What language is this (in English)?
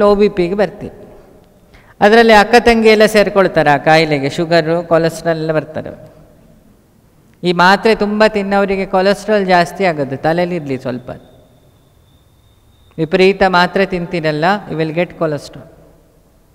Kannada